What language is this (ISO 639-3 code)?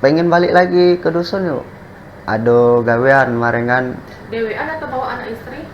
mui